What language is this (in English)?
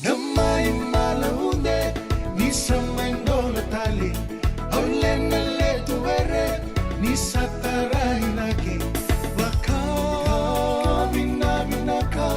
Fijian